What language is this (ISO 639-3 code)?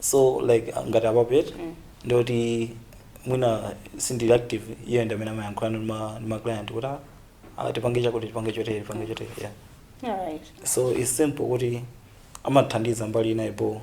nya